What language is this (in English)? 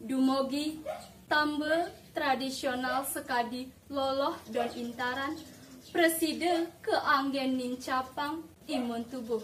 Balinese